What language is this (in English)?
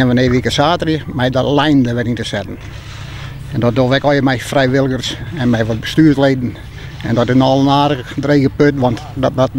Western Frisian